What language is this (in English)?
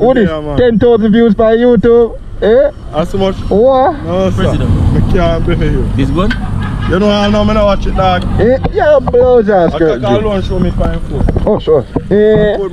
Jamaican Creole English